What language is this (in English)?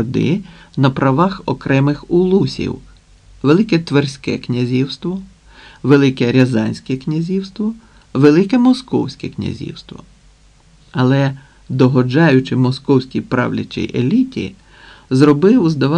Ukrainian